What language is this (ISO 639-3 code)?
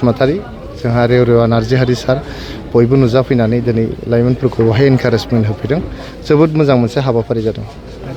brx